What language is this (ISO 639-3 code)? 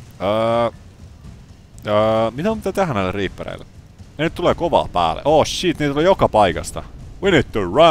fin